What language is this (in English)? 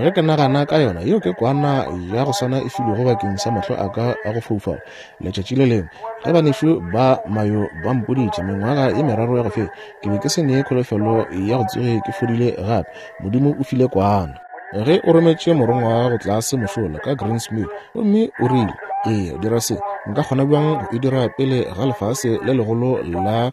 Northern Sotho